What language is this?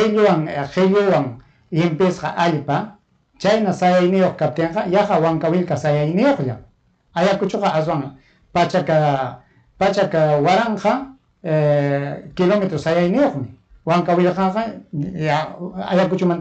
Ayacucho Quechua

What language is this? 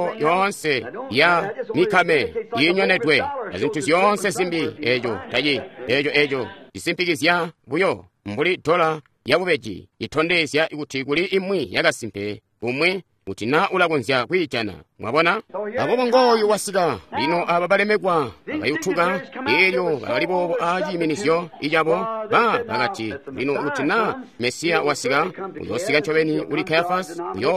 Tonga (Zambia)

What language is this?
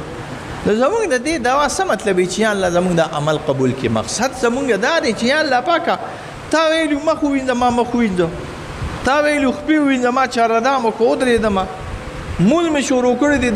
Pashto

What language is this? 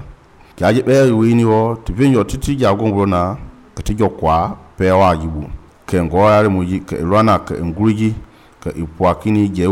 Mende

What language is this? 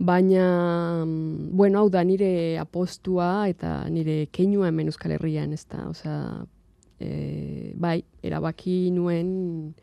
Basque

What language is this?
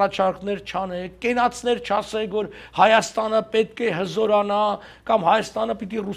Armenian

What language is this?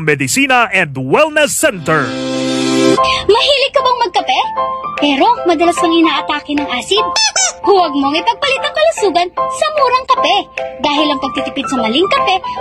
Filipino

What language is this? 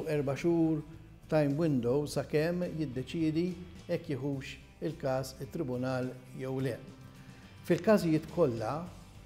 Maltese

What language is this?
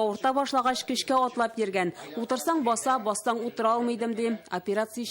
Tatar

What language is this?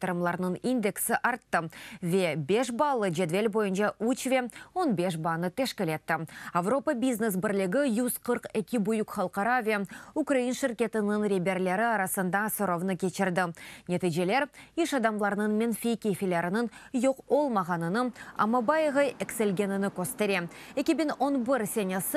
Crimean Tatar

